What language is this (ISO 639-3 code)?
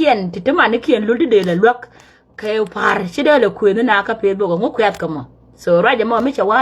nus